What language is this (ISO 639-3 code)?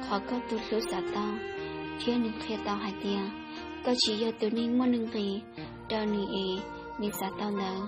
hmn